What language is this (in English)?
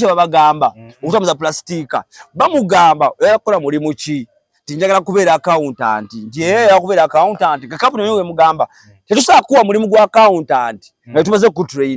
Ganda